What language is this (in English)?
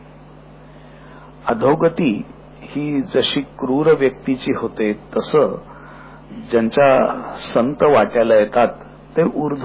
Marathi